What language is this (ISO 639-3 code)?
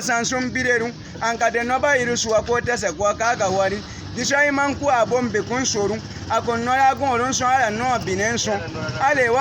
bba